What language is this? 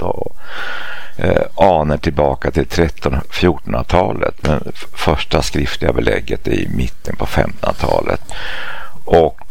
Swedish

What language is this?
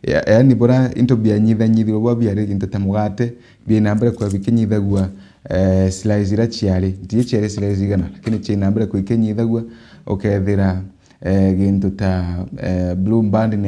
Meru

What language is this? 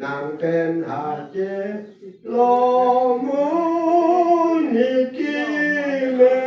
Karbi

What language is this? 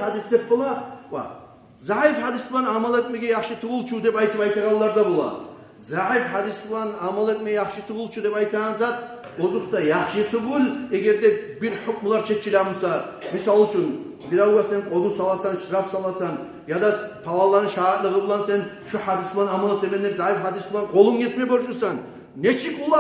Kumyk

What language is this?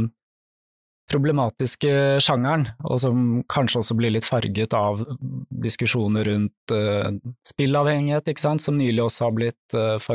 Norwegian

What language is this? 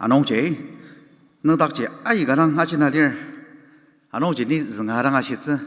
Ao Naga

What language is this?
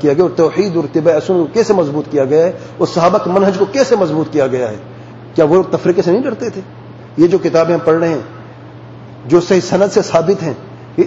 Urdu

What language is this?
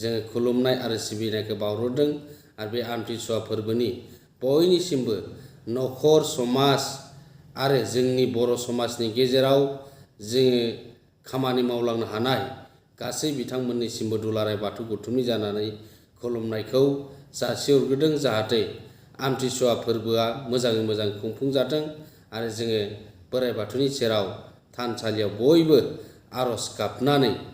Bodo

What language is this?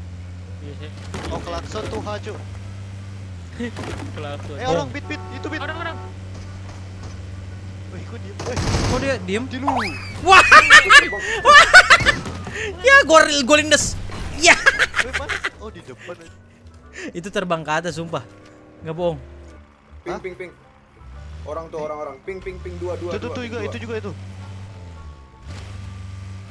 Indonesian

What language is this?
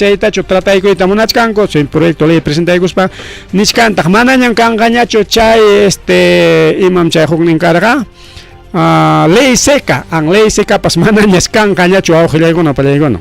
Ayacucho Quechua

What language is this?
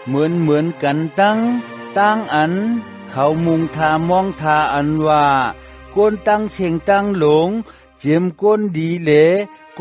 Shan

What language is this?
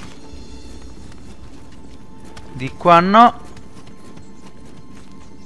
Italian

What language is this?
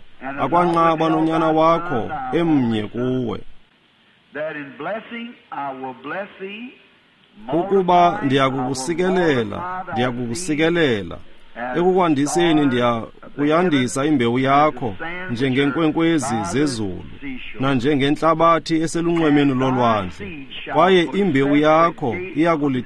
Xhosa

